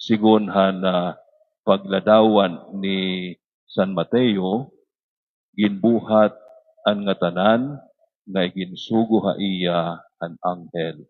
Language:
Waray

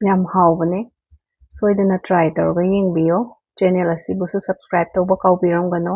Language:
Manipuri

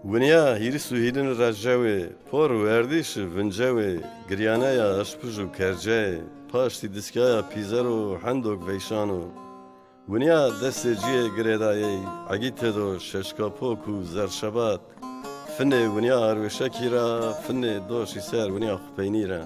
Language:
Zaza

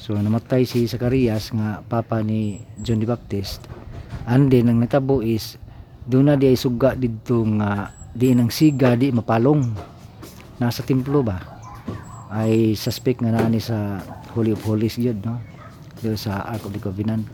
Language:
Cebuano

